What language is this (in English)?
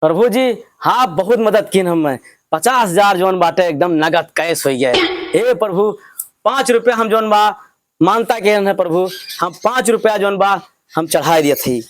Awadhi